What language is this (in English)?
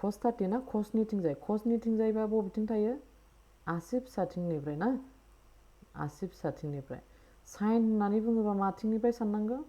Bodo